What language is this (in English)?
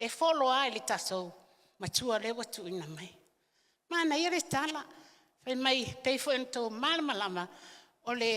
Samoan